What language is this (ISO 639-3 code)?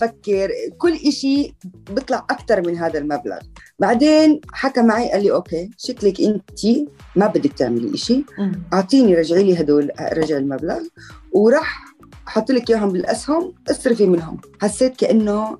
apc